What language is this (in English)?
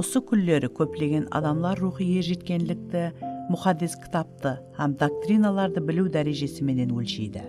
Kara-Kalpak